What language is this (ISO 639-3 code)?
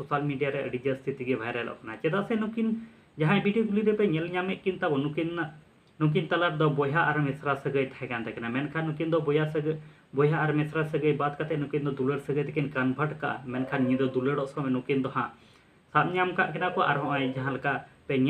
sat